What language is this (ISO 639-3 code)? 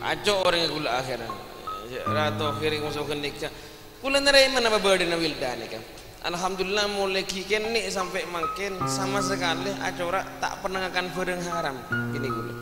mad